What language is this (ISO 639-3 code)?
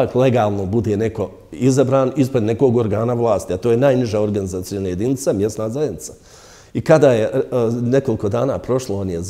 bos